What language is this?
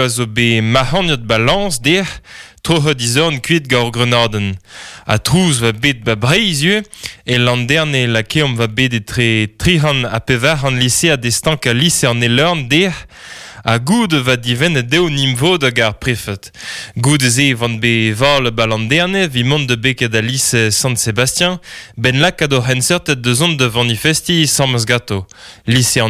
Breton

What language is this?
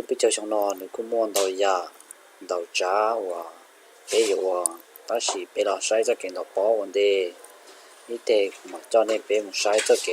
Hmong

